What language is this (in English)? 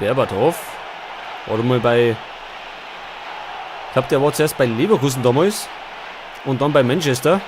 Bavarian